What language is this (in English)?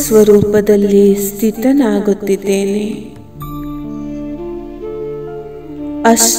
Kannada